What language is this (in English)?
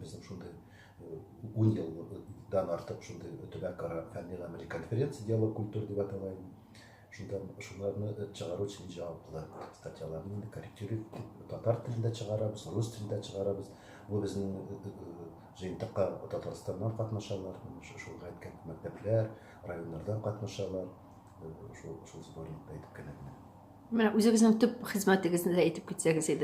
Tatar